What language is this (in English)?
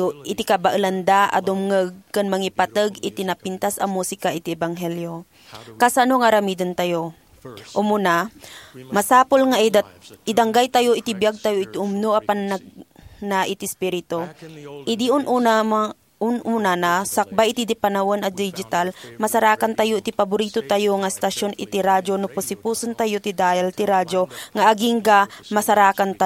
Iloko